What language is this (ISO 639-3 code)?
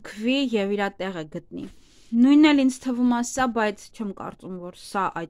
hye